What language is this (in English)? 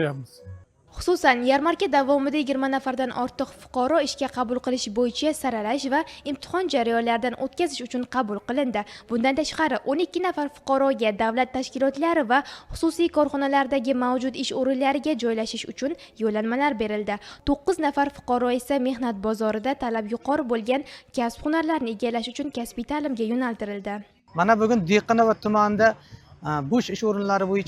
Uzbek